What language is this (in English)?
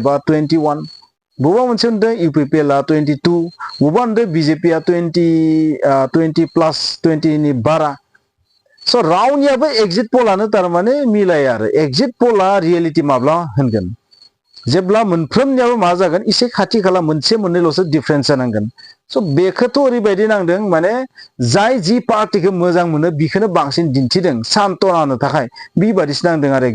Bodo